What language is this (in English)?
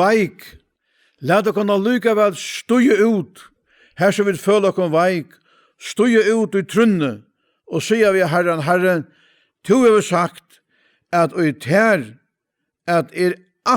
Faroese